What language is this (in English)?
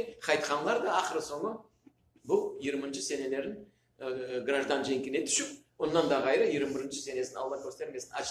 Crimean Tatar